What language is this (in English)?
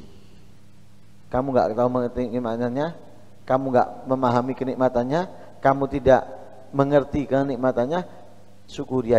Indonesian